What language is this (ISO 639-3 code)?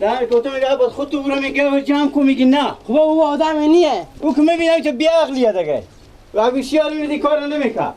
fas